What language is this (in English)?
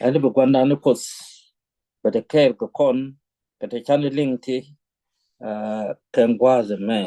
Nuer